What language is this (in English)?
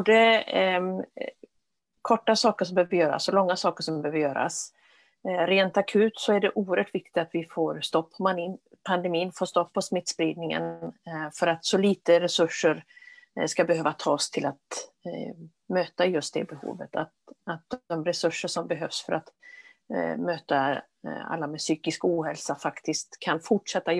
Swedish